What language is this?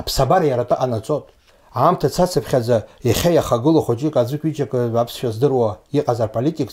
Abkhazian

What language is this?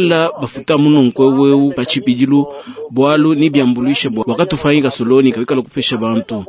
Luba-Lulua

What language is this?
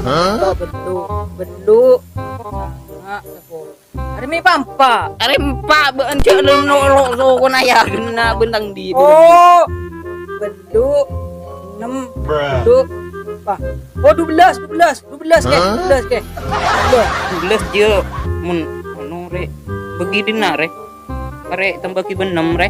Madurese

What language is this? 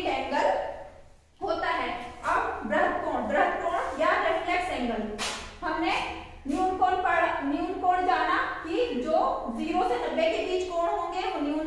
Hindi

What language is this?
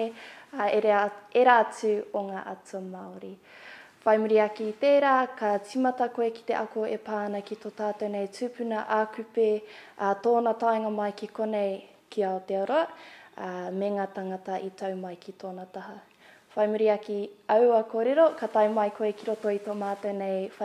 Māori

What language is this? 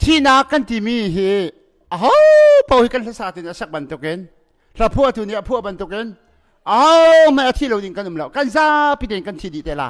Hakha Chin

